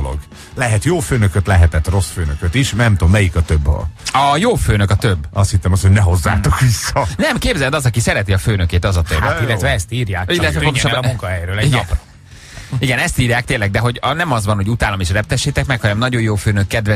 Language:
Hungarian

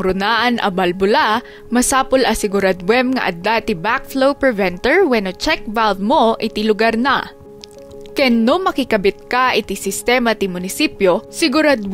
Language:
Iloko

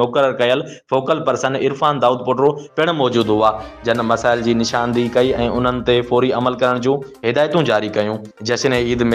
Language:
Sindhi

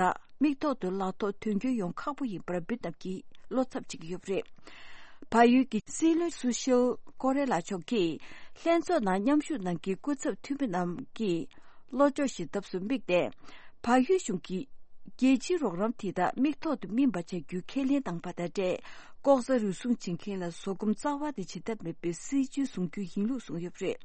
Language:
Tibetan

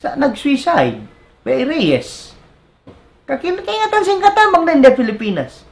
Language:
Tausug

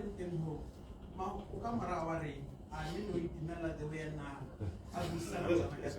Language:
Tswana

